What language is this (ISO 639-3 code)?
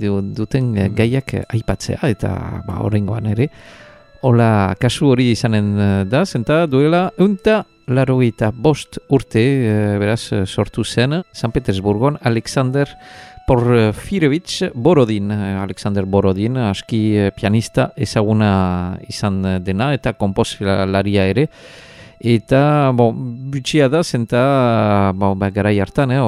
eus